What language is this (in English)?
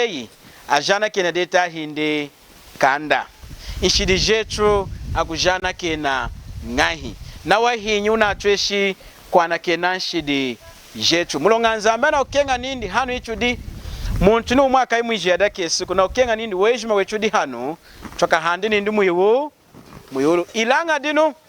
Lunda